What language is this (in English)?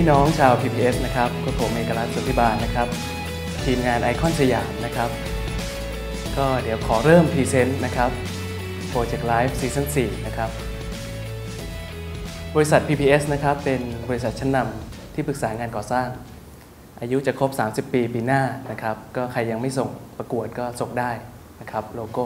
Thai